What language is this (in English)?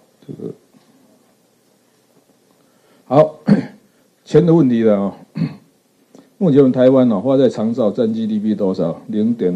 Chinese